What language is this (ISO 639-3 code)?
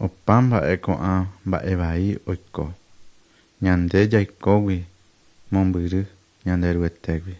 grn